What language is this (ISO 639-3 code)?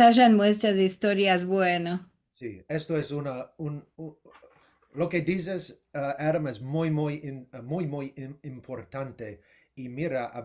lad